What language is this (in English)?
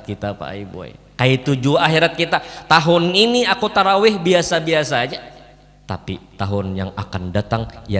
Banjar